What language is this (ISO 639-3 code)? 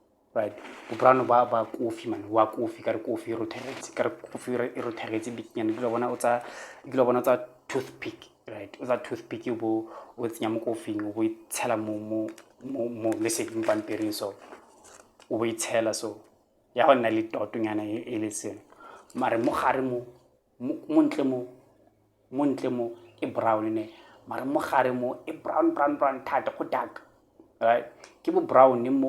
tsn